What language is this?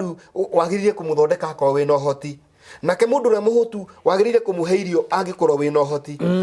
Kikuyu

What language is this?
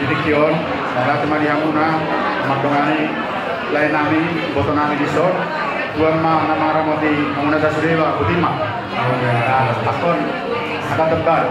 Batak Toba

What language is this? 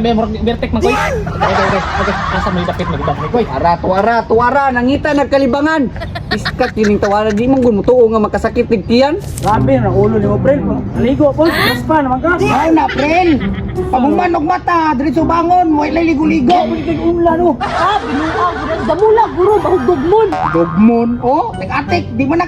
Cebuano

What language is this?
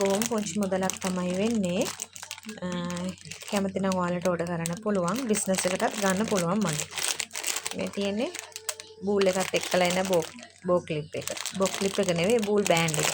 Sinhala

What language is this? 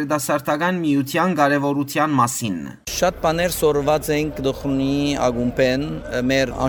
Western Armenian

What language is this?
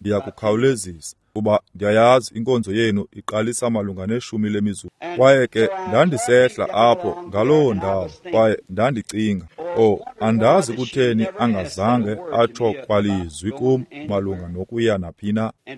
Xhosa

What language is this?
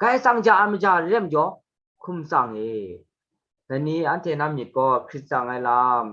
Kachin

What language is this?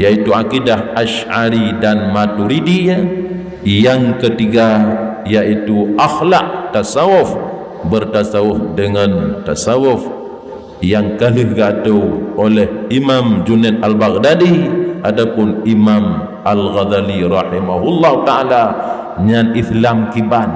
Achinese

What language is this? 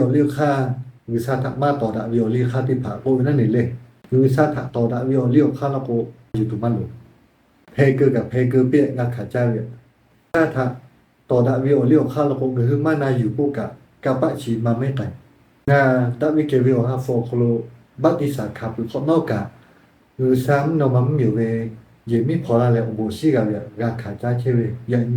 Lahu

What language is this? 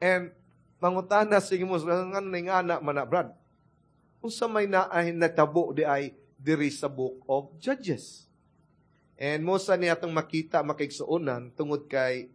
Cebuano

